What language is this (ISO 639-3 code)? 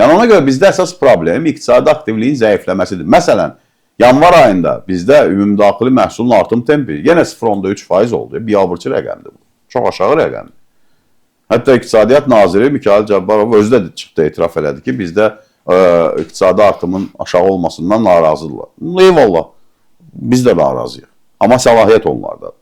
aze